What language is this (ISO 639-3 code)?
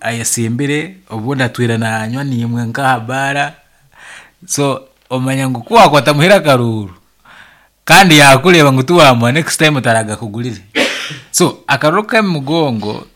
nyn